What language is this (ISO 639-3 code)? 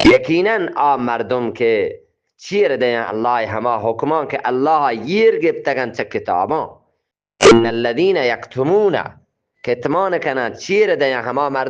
bgp